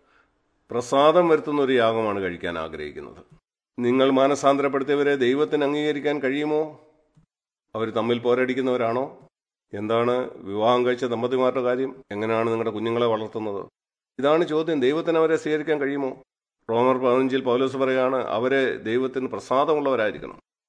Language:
Malayalam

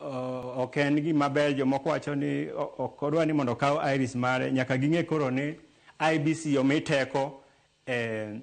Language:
Luo (Kenya and Tanzania)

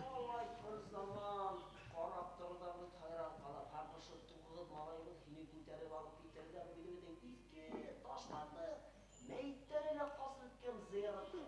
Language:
Bashkir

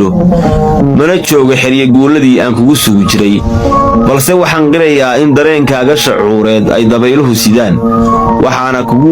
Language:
Somali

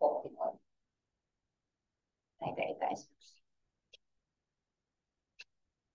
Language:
Finnish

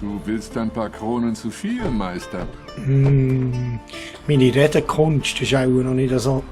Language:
Swiss German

